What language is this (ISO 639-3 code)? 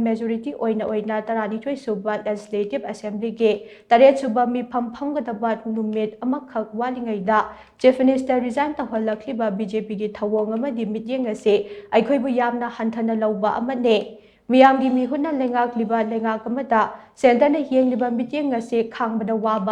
mni